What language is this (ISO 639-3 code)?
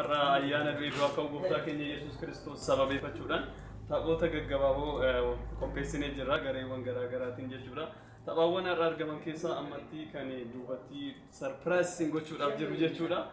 orm